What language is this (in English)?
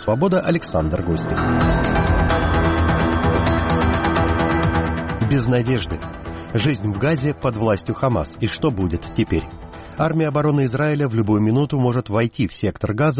Russian